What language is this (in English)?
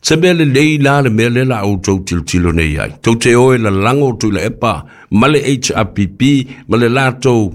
Samoan